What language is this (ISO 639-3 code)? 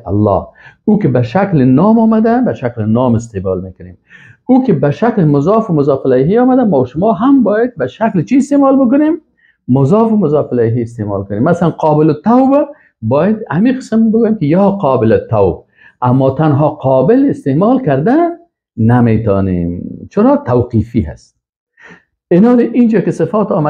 fas